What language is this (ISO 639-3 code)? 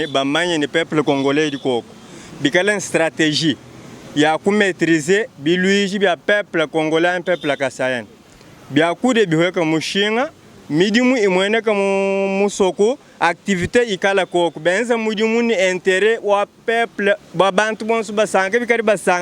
lua